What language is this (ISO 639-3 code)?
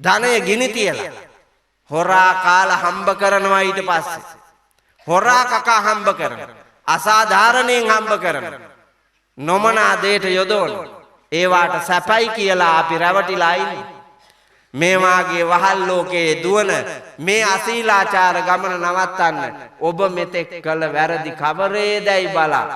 sin